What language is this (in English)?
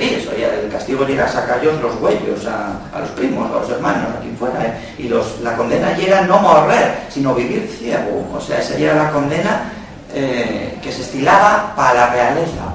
Asturian